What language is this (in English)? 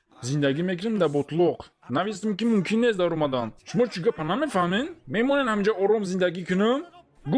Tajik